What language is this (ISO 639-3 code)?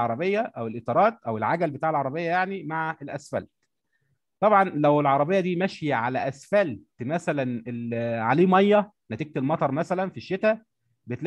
arz